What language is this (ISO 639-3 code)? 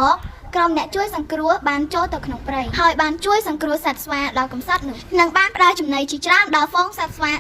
khm